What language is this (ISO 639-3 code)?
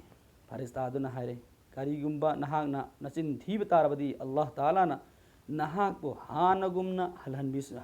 mni